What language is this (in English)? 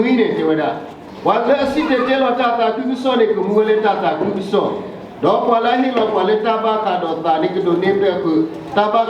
S'gaw Karen